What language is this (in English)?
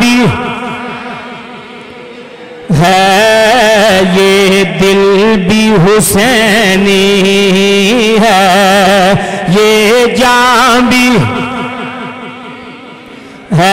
Urdu